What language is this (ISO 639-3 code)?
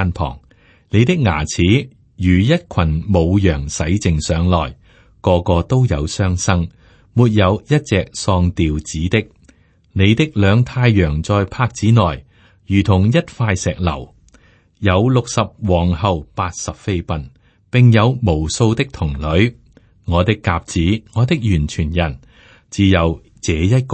yue